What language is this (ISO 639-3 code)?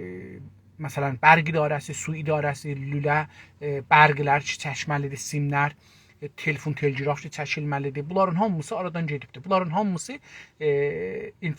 azb